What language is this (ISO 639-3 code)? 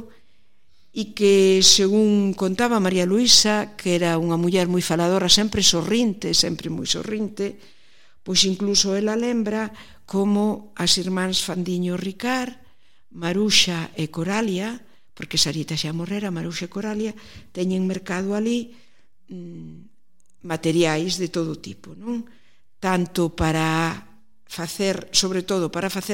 glg